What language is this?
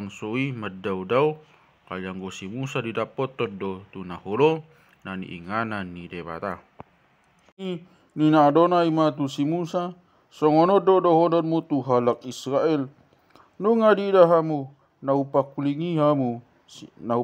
Batak Toba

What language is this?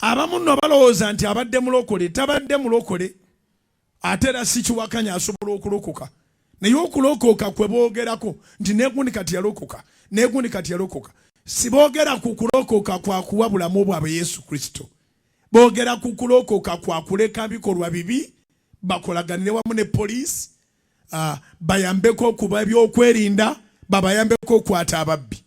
Ganda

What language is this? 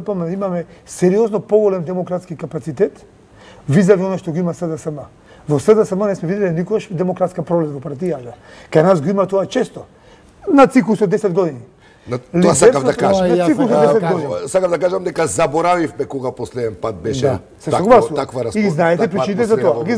Macedonian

